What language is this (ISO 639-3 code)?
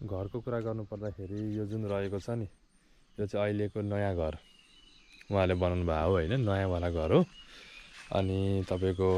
nep